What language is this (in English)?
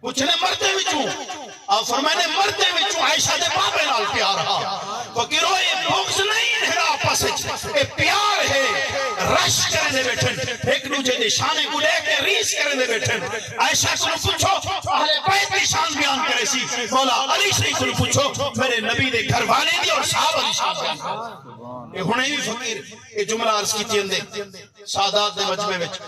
Saraiki